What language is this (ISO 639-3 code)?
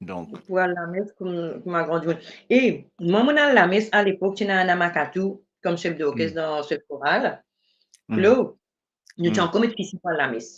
mfe